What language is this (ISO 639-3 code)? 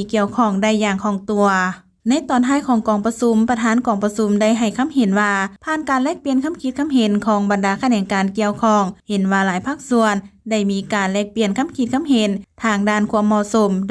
lao